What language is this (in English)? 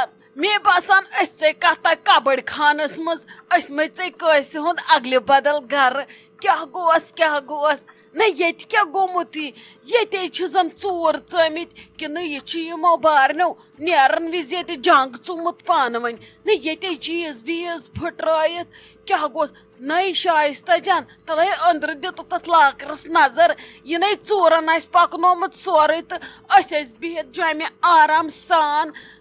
Kashmiri